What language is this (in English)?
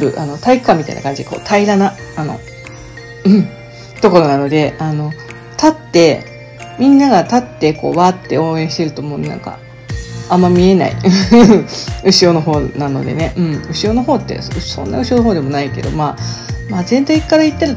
Japanese